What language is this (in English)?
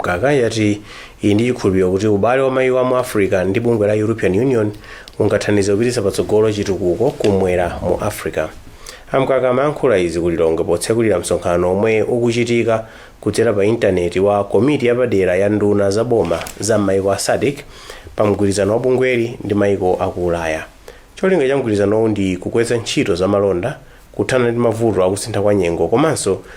Nyanja